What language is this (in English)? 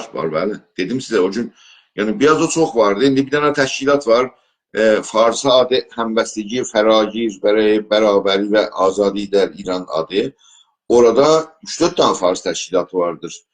South Azerbaijani